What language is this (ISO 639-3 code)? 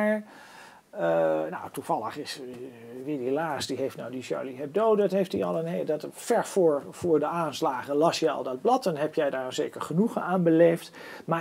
nld